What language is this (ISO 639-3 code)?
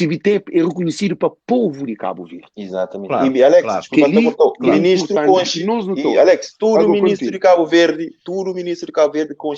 kea